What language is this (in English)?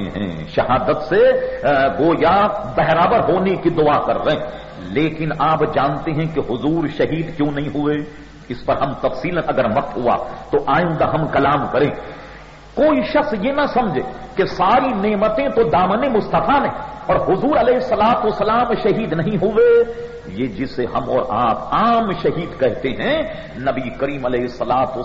Urdu